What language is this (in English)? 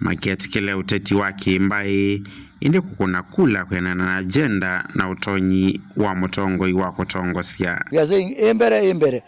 Kamba